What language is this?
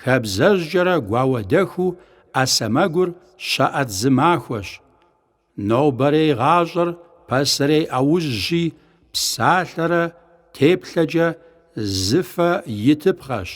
Kabardian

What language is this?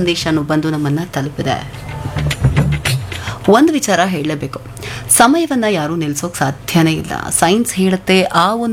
Kannada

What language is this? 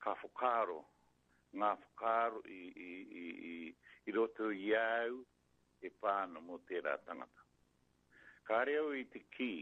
Māori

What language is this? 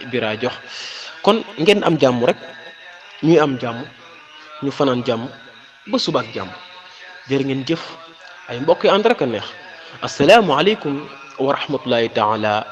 Wolof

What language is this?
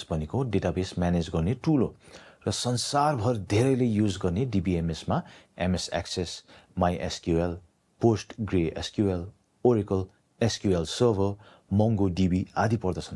Nepali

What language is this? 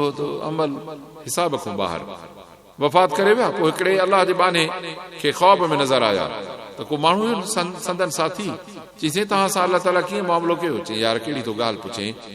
Sindhi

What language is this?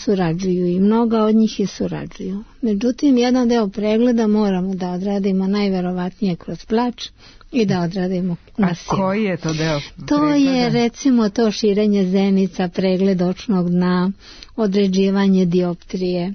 Serbian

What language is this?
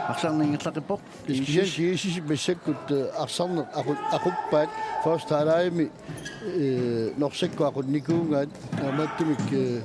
Kalaallisut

